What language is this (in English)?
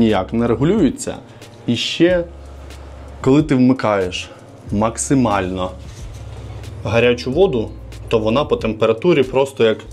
Ukrainian